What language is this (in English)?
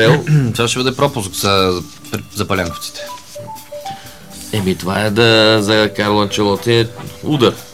Bulgarian